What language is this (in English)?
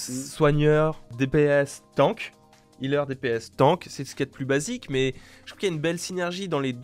French